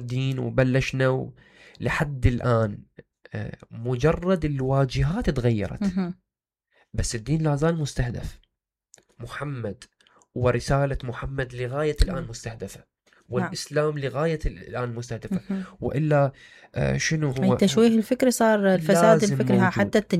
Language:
Mesopotamian Arabic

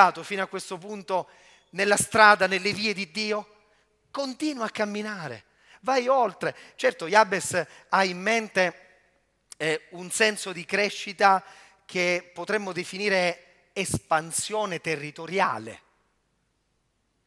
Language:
Italian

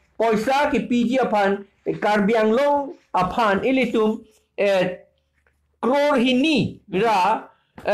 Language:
Karbi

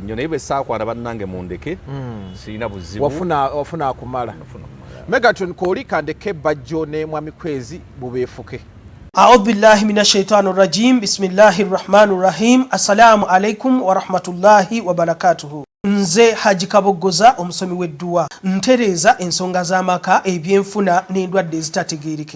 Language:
Ganda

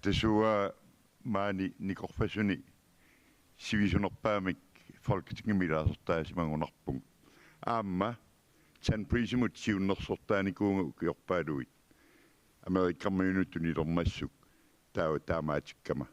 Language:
Kalaallisut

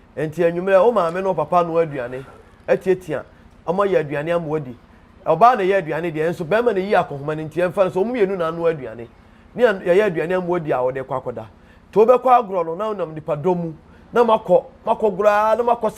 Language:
Akan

